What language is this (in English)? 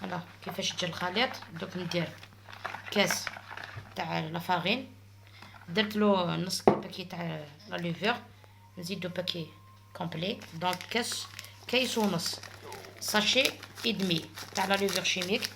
Algerian Arabic